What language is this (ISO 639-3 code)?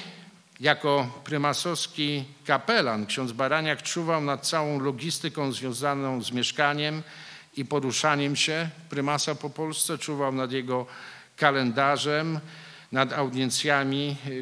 pol